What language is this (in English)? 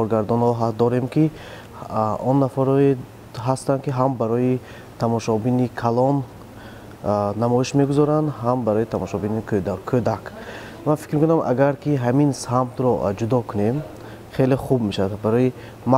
Tajik